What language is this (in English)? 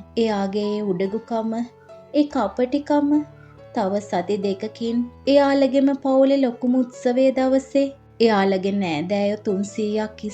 Sinhala